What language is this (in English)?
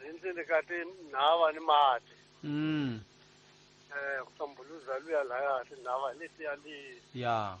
Tsonga